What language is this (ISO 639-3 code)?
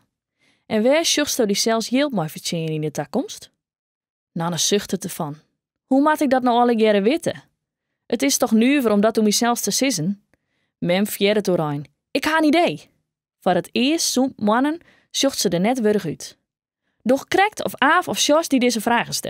fry